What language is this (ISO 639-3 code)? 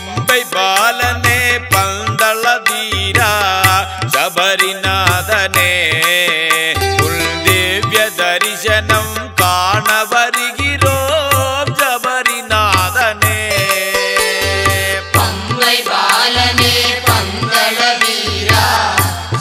tam